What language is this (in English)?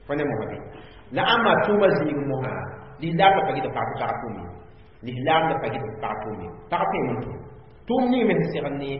Mossi